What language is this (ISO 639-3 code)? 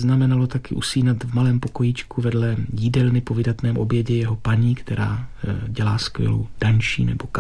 ces